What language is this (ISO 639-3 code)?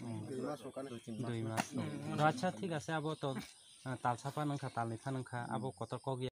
ria